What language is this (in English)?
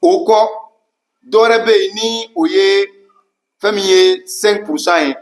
Bambara